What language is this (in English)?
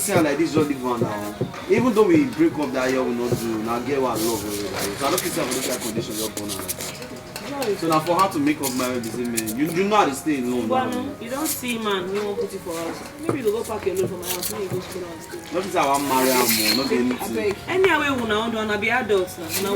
Nigerian Pidgin